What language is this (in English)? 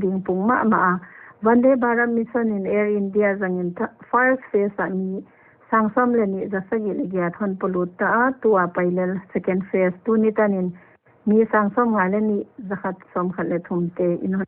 Paite Chin